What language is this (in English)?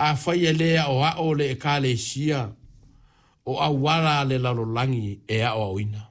Samoan